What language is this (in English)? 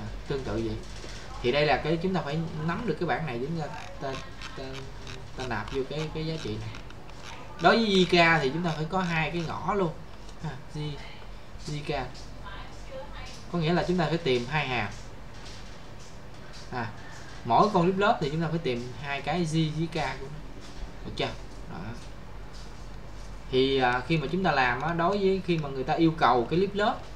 Vietnamese